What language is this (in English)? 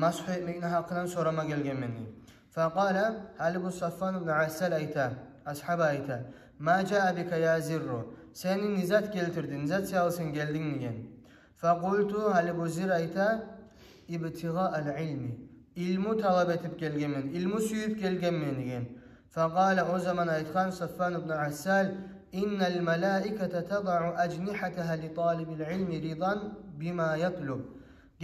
Kumyk